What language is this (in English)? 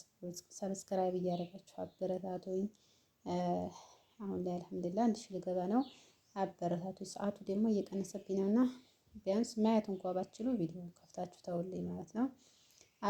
Amharic